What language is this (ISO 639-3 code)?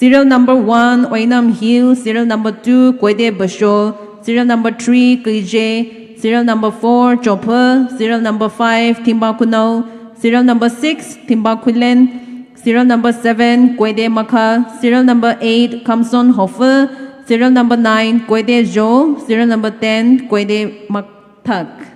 pmx